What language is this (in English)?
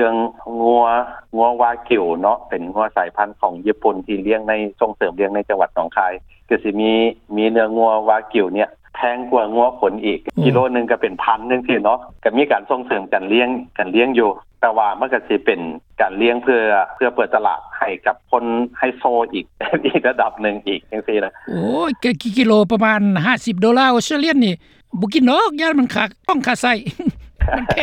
Lao